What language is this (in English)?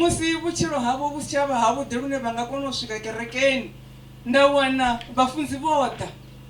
Venda